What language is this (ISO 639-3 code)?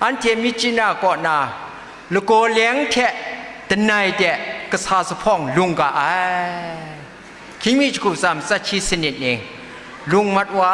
kac